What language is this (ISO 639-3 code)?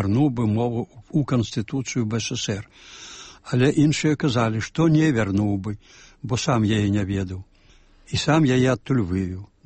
bel